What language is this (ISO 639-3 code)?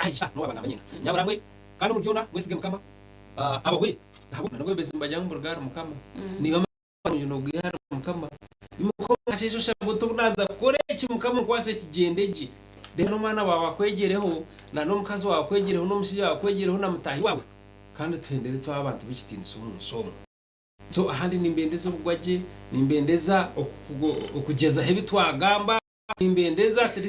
nyn